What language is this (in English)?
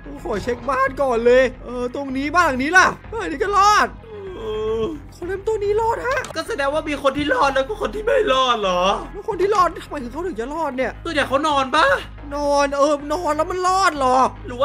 Thai